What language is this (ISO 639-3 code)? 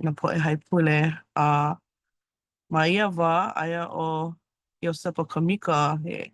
haw